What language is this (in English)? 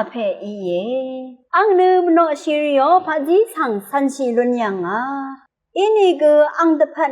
Rawang